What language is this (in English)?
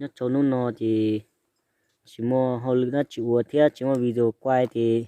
Hmong